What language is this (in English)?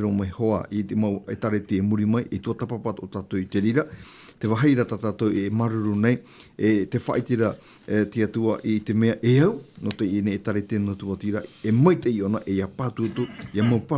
Tahitian